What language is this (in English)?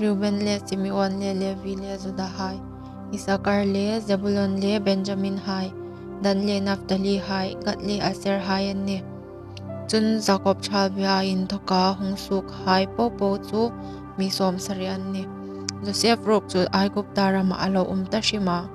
Hmar